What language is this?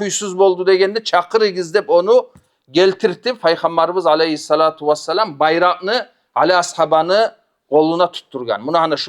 Kumyk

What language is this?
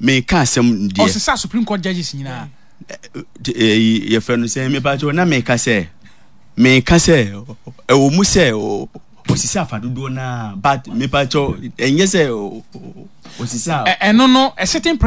Akan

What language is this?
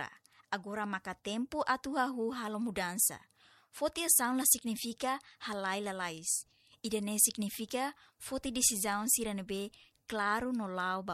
Tetum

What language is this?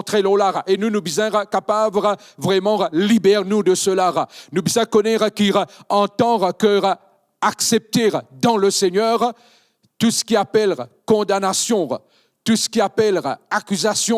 Morisyen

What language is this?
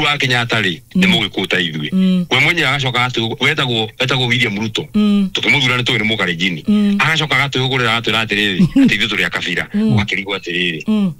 Kikuyu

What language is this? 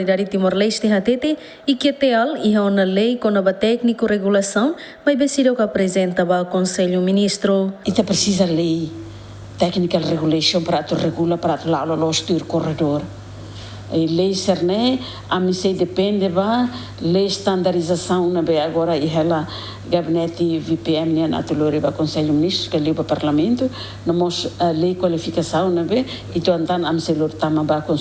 Tetum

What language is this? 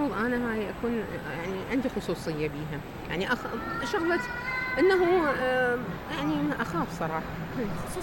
Mesopotamian Arabic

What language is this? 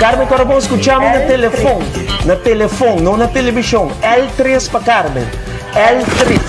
Papiamento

